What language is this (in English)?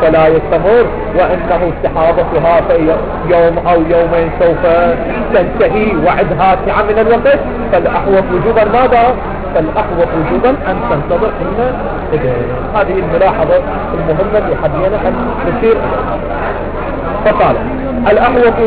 Arabic